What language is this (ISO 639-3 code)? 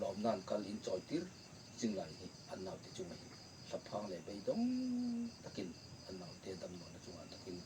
hmr